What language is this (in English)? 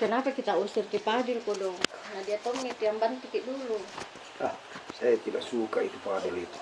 Makassar Malay